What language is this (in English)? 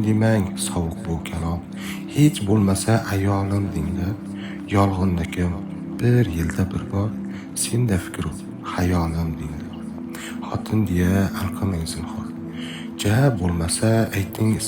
Uzbek